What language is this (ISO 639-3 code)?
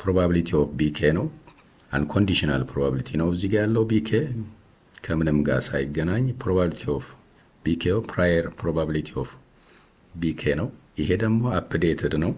amh